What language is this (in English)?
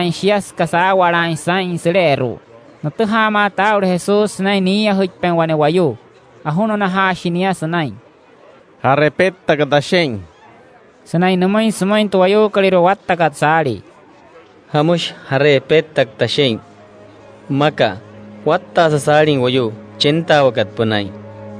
Wayuu